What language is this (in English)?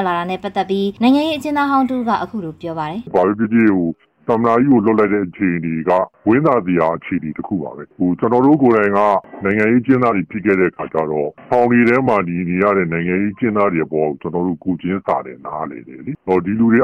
Burmese